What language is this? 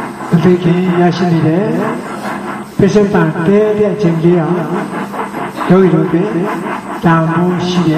Burmese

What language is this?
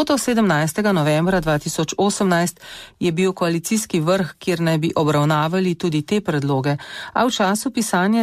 Slovenian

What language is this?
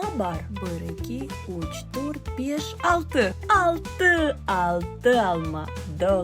Crimean Tatar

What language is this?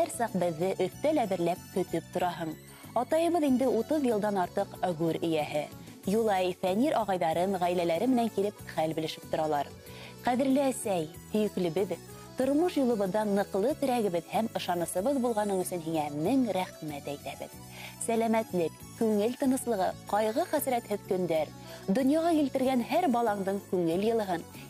Bashkir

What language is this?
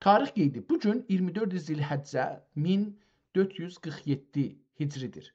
South Azerbaijani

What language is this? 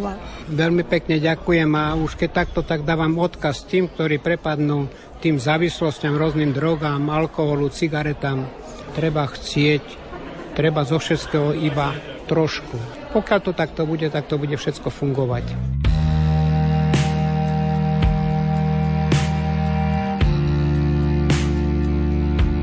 Slovak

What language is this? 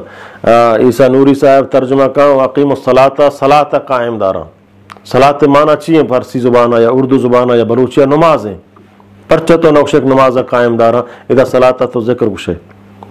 Eastern Balochi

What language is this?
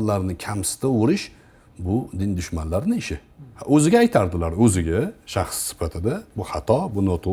Uzbek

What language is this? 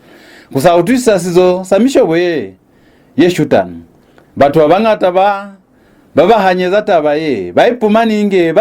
Lozi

